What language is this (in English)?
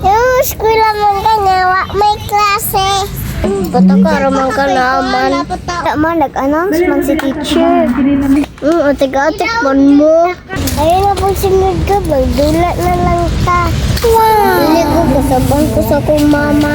Cebuano